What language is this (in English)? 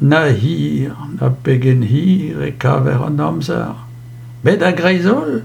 Breton